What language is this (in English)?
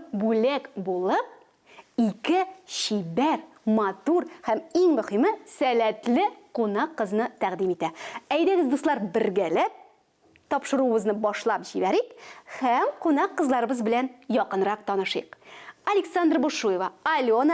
Tatar